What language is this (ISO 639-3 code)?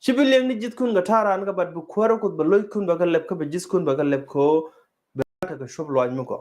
nus